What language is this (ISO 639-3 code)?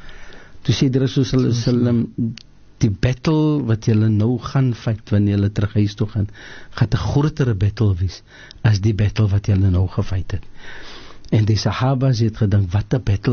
afr